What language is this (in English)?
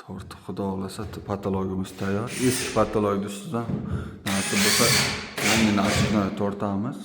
Uzbek